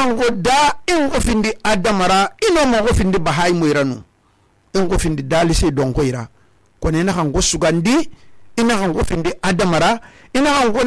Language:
Susu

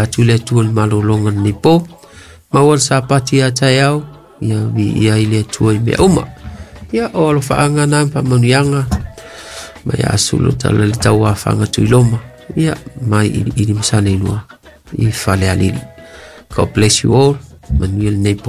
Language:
Samoan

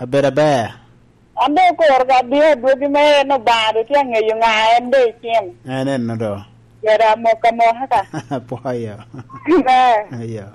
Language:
Lango (Uganda)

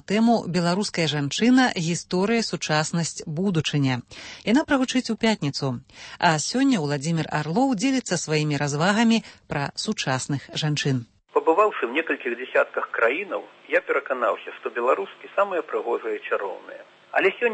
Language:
Belarusian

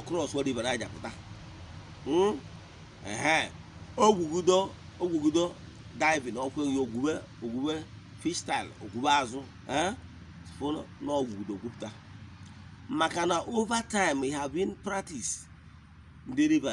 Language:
Igbo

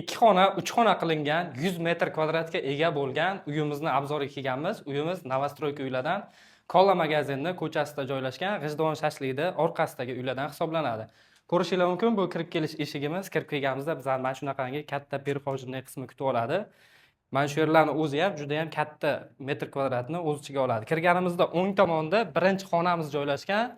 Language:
Uzbek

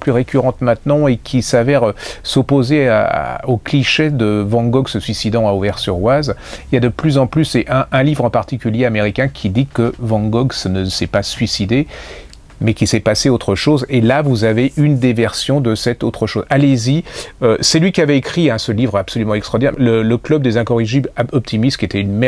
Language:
French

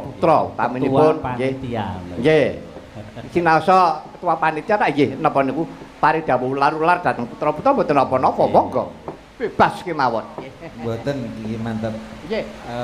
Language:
Javanese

